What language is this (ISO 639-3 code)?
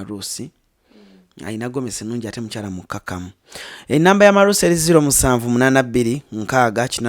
lug